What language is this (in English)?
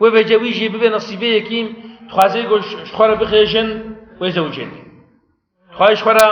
Kurdish